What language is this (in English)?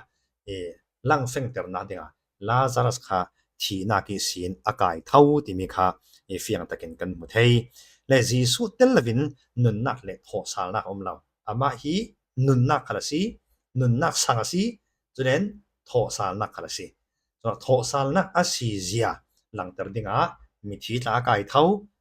Falam Chin